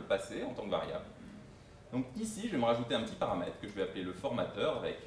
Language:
French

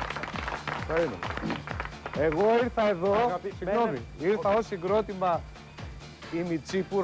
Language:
Greek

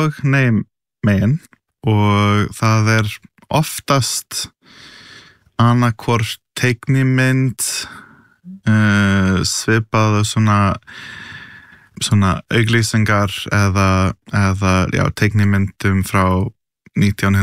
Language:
Icelandic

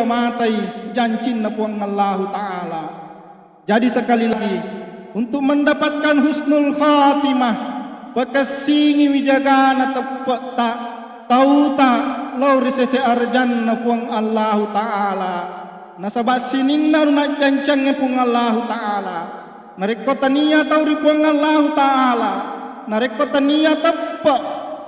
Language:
Buginese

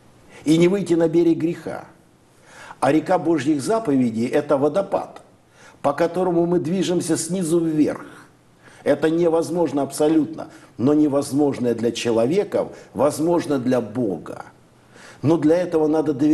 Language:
Russian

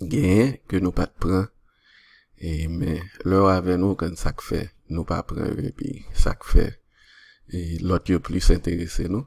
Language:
Haitian Creole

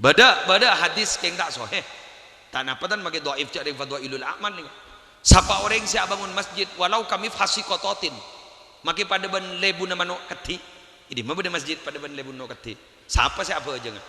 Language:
Madurese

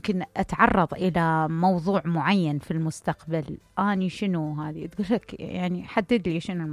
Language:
Mesopotamian Arabic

